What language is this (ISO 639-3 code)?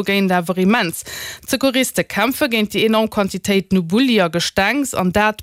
ltz